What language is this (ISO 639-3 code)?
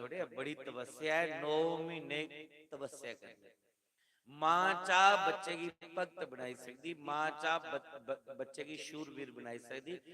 doi